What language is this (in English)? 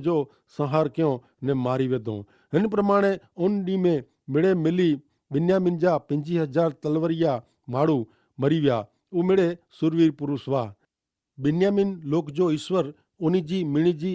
Kachhi